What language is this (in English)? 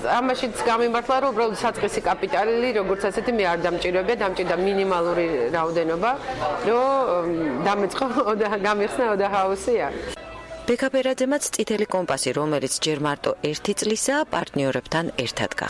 Georgian